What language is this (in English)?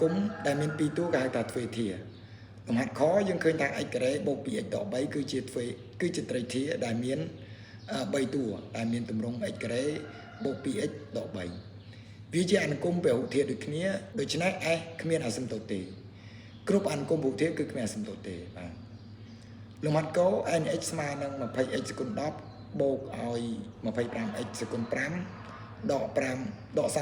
Khmer